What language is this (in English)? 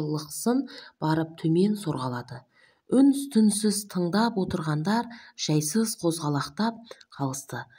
Kazakh